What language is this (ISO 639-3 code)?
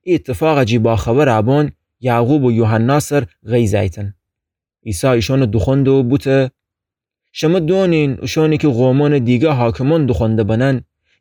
glk